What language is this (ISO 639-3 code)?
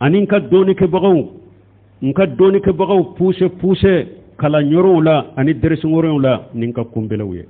bam